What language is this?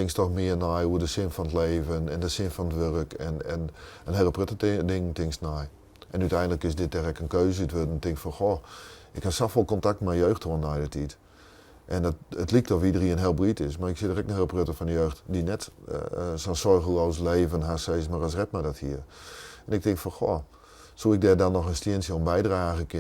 Western Frisian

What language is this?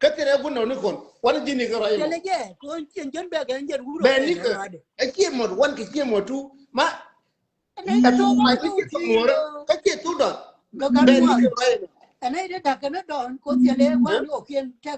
Nuer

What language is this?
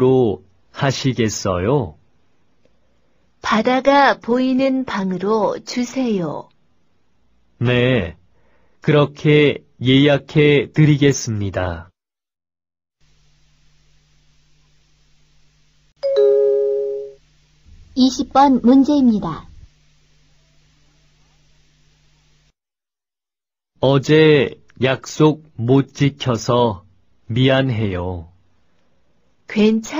Korean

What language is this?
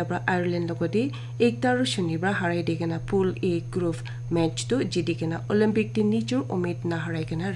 Naga Pidgin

